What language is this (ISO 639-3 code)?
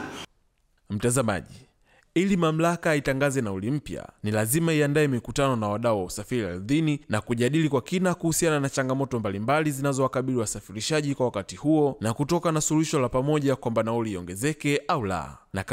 swa